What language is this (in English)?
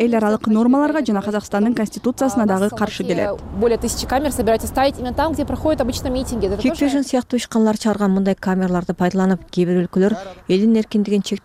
Kyrgyz